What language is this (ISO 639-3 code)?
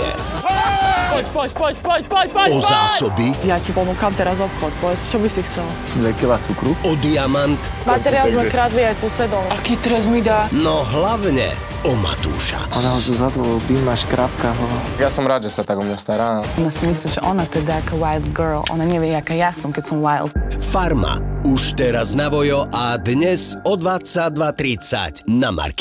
slk